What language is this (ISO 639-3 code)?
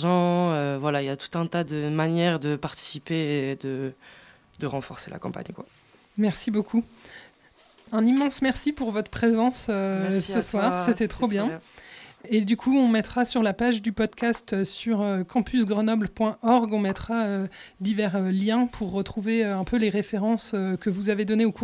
fra